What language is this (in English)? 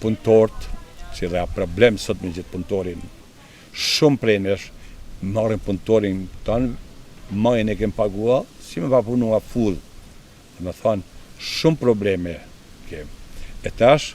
Albanian